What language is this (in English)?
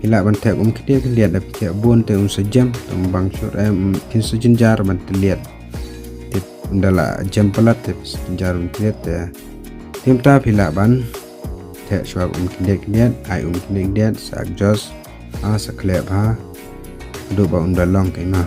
Khasi